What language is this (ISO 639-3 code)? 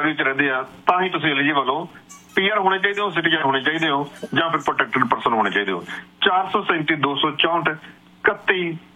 pan